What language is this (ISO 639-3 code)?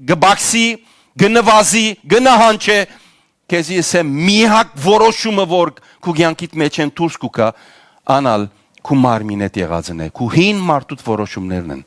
hyw